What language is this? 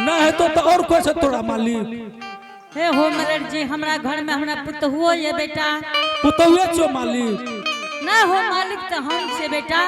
Angika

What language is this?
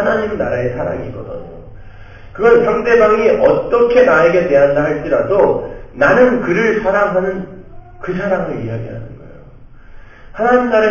Korean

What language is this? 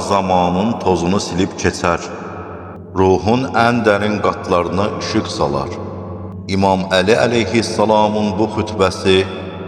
Azerbaijani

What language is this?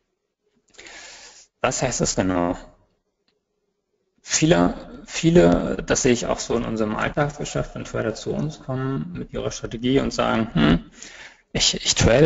German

